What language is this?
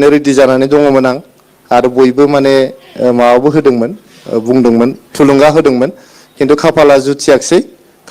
Bodo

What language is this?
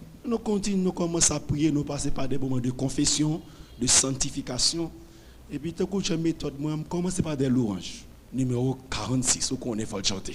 Haitian Creole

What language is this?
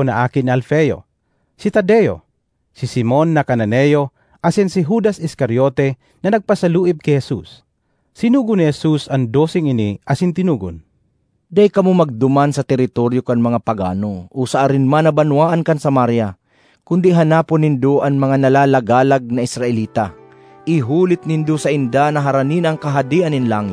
Bikol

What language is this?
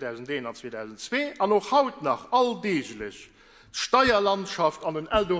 Luxembourgish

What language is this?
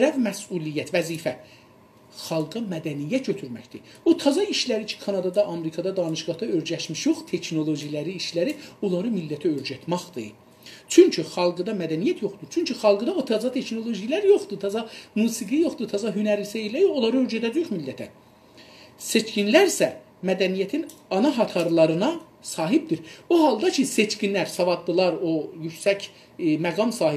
South Azerbaijani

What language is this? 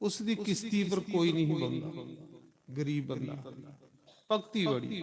Dogri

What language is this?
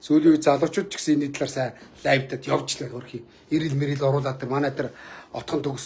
Mongolian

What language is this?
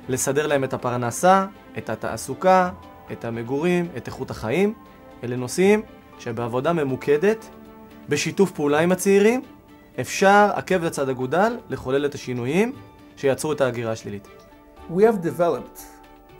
Hebrew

